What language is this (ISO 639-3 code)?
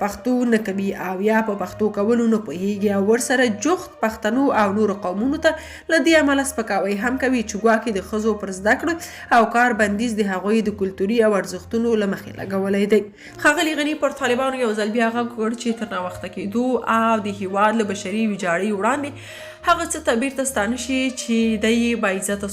pus